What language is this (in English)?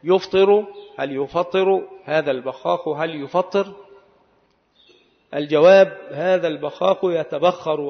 Arabic